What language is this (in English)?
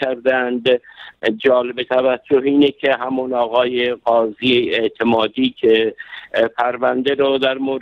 Persian